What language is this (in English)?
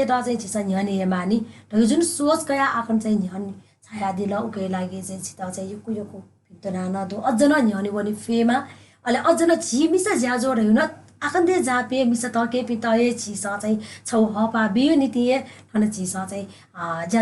Newari